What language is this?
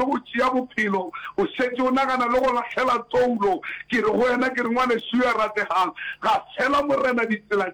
Northern Sotho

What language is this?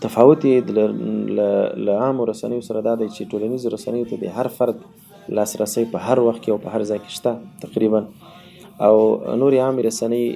Pashto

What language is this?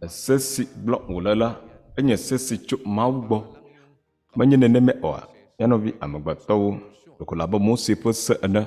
Ewe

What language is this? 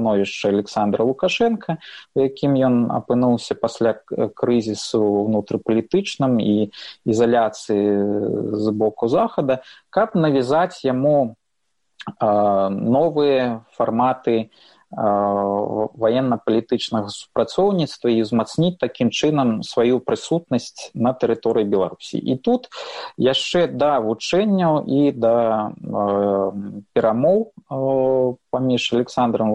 Belarusian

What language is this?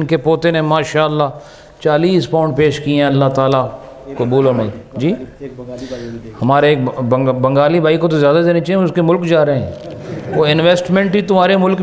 Urdu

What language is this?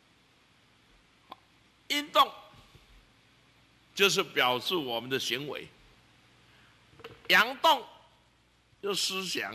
Chinese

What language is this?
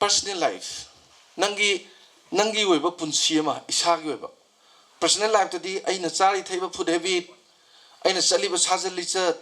Manipuri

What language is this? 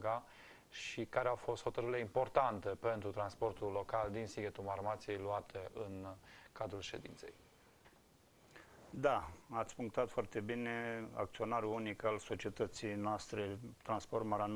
Romanian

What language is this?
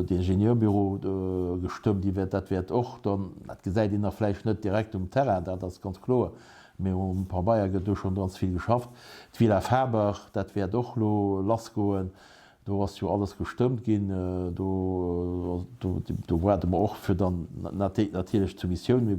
Luxembourgish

